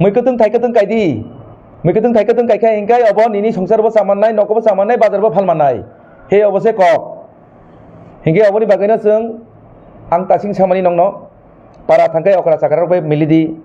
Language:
Kok Borok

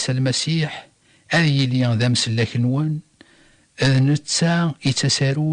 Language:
Kabyle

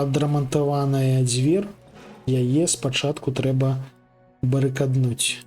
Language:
Belarusian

